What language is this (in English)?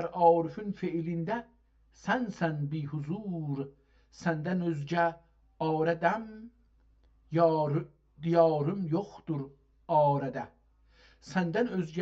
South Azerbaijani